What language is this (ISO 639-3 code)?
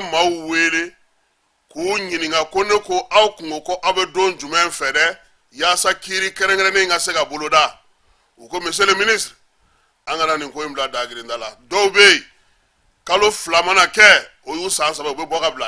bam